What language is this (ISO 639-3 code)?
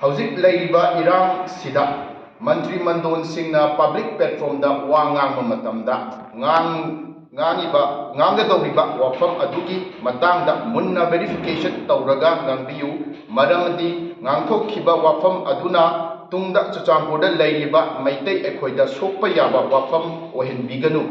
mni